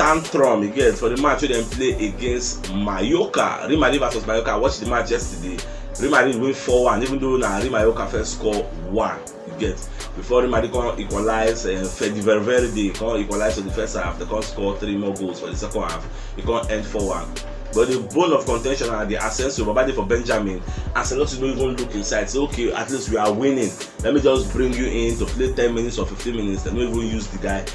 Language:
Nigerian Pidgin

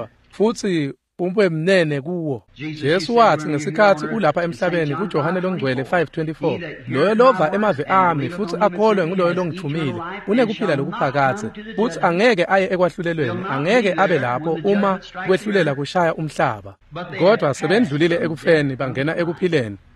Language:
Swati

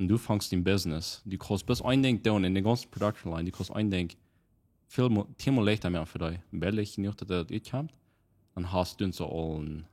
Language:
Plautdietsch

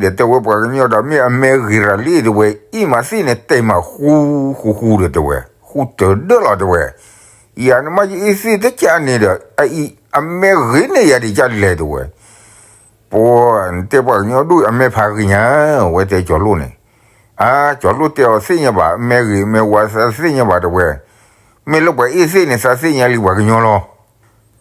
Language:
S'gaw Karen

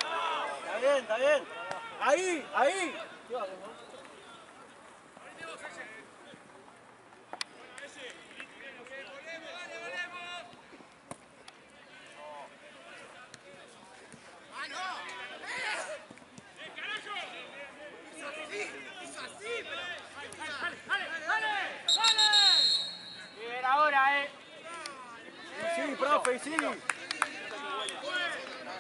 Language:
Spanish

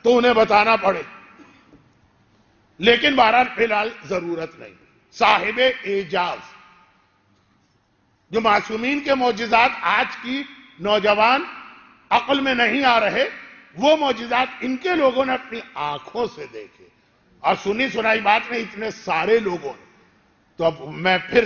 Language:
Urdu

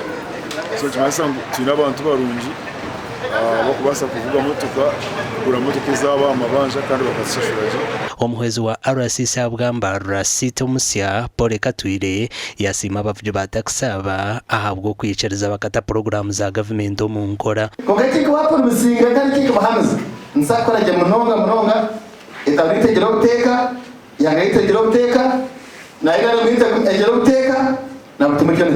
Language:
Nyankole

